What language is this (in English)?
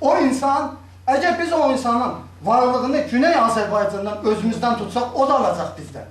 South Azerbaijani